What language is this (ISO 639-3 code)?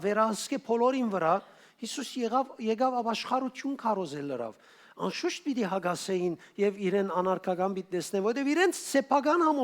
hyw